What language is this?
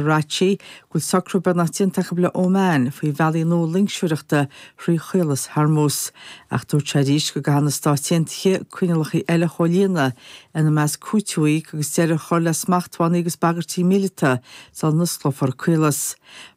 Irish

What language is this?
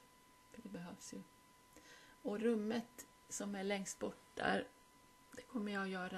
Swedish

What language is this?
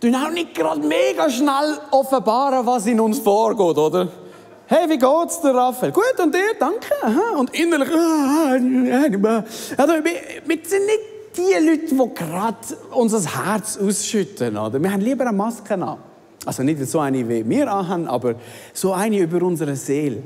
Swiss German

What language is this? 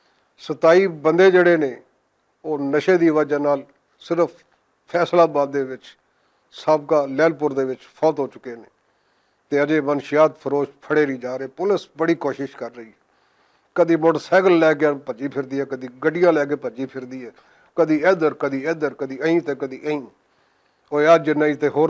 Western Panjabi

